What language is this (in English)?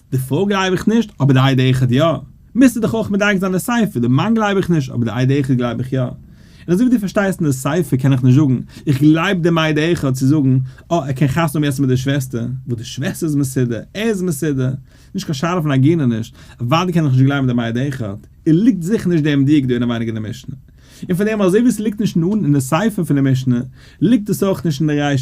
Yiddish